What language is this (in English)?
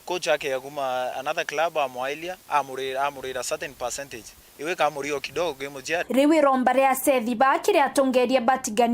Meru